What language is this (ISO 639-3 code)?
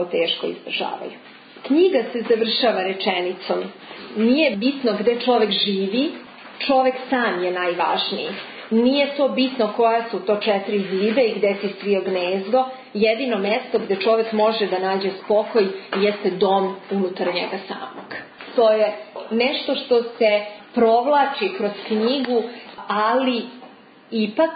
srp